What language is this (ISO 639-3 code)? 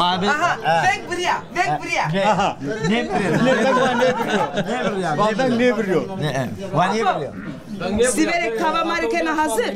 zza